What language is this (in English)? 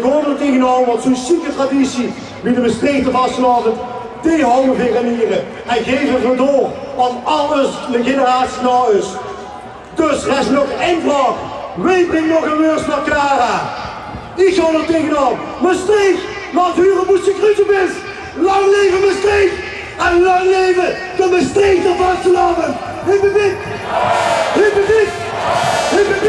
Limburgish